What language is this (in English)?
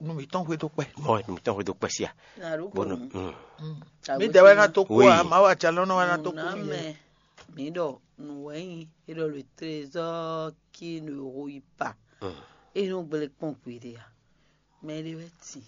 Fon